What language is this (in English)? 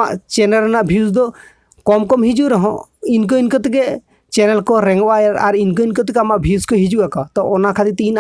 Santali